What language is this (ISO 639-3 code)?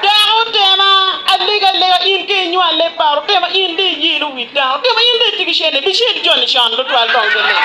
ach